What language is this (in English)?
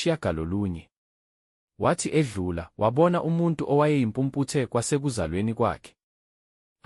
Zulu